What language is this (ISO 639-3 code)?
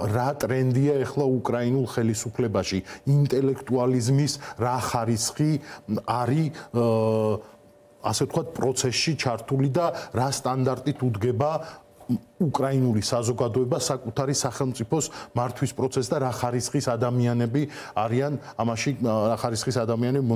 kat